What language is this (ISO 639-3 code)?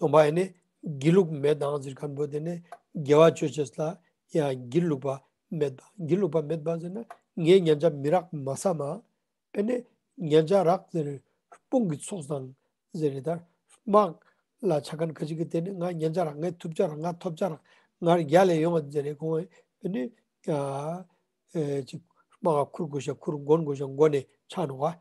lbj